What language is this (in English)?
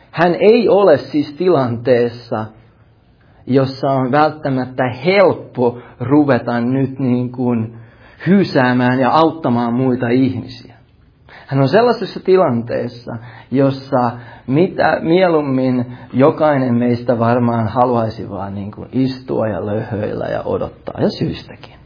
Finnish